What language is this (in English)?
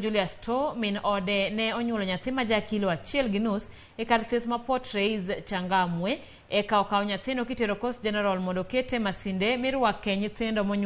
Luo (Kenya and Tanzania)